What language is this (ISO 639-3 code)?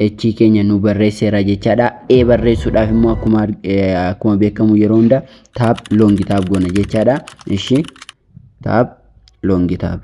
orm